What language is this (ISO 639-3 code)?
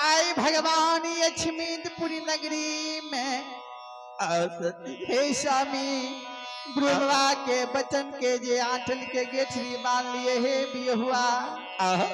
mai